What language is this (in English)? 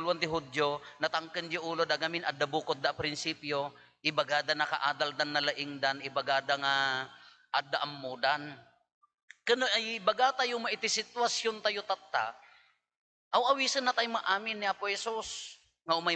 Iloko